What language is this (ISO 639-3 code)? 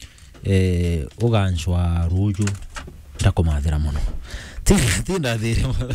mer